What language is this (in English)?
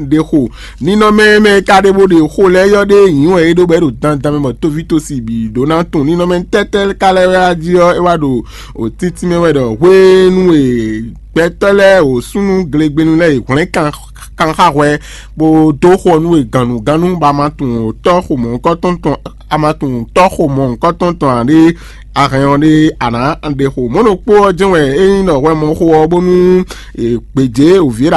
Fon